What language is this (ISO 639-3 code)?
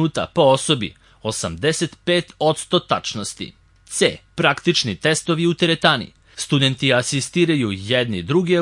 srp